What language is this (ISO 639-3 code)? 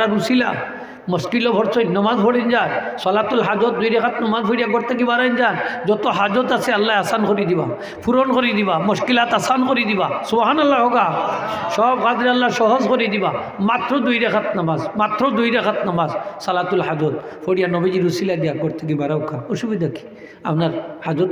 syl